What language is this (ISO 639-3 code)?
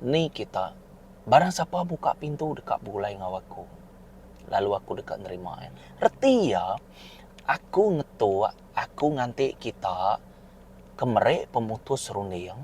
iba